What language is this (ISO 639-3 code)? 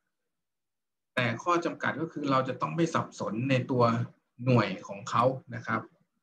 tha